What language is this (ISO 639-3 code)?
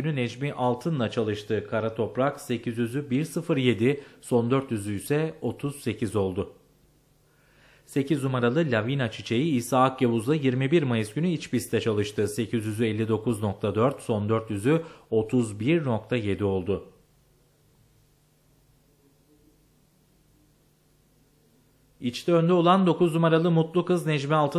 tur